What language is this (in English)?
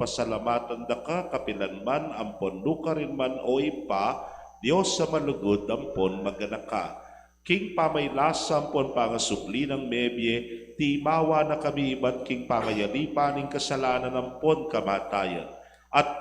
Pampanga